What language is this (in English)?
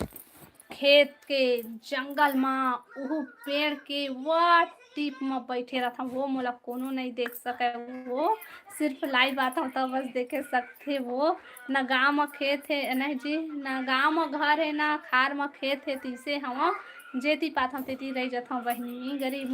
Chhattisgarhi